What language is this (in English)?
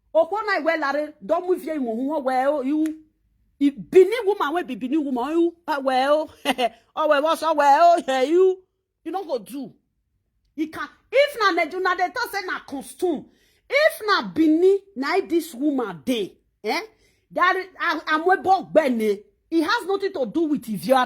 Nigerian Pidgin